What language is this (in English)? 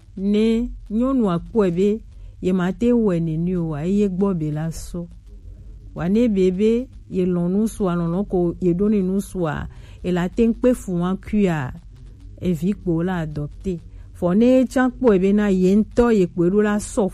Gen